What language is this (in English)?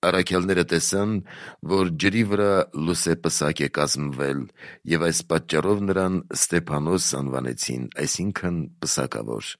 Armenian